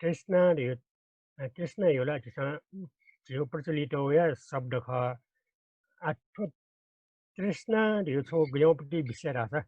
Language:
Newari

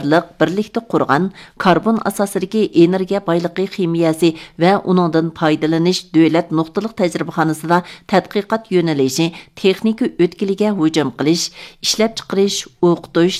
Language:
Uyghur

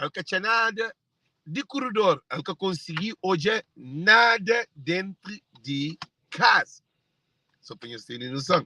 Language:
Kabuverdianu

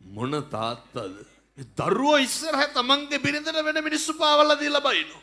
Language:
Sinhala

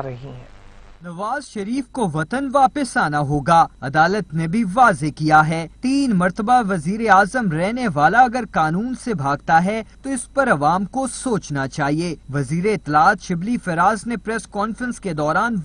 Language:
Urdu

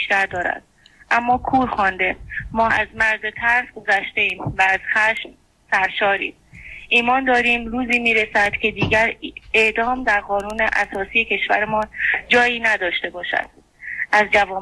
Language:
Persian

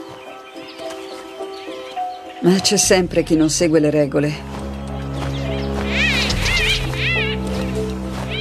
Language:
Italian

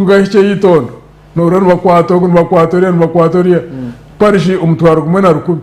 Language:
Nyankole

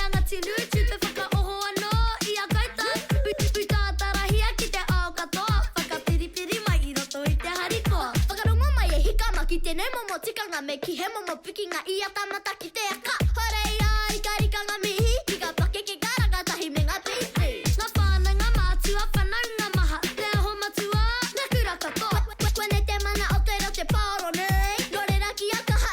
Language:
Māori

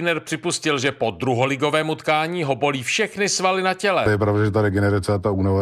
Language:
Czech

